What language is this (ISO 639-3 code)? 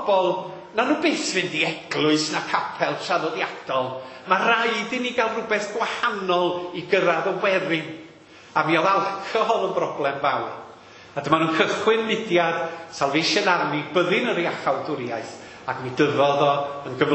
cym